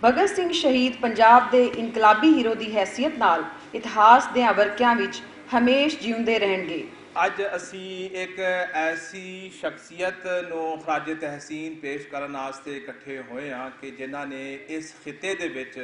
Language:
Western Panjabi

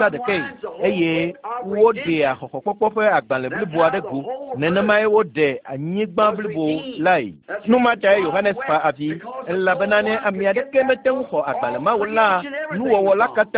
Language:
Ewe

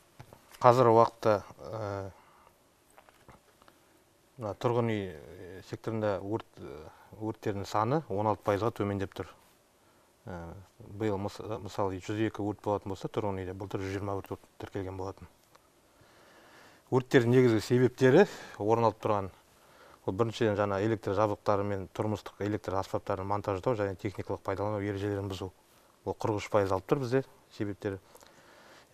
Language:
Kazakh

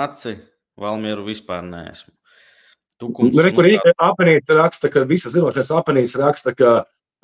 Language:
Latvian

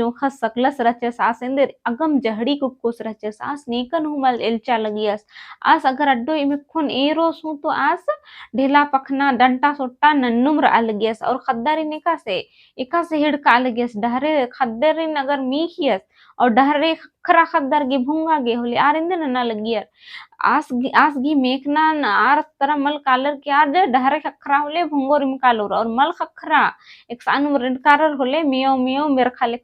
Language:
Kurukh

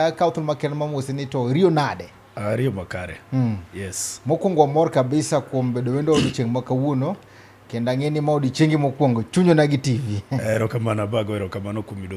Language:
Luo (Kenya and Tanzania)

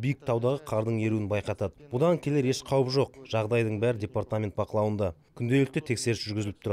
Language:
Kazakh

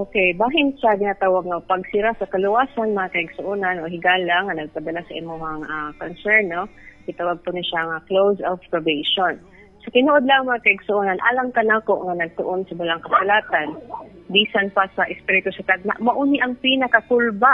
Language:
Cebuano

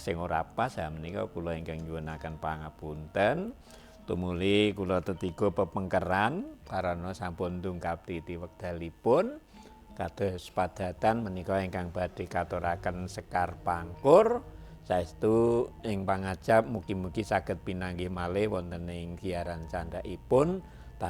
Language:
Javanese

